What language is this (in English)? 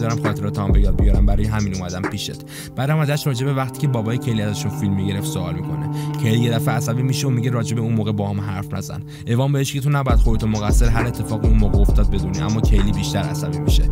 Persian